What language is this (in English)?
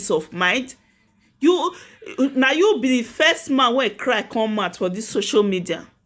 Nigerian Pidgin